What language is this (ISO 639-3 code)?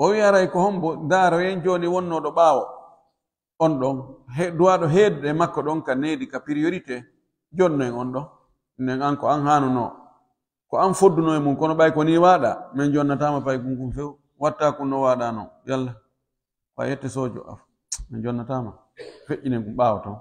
fuf